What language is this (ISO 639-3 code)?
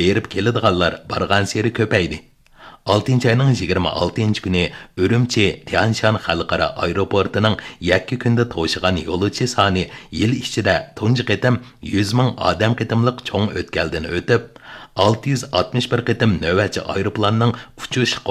uig